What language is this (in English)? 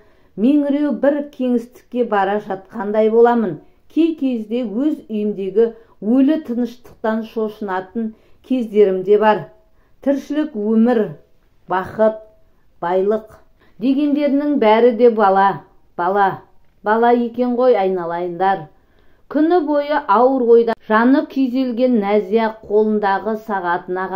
Kazakh